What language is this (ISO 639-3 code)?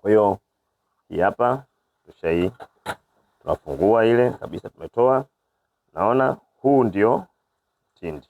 swa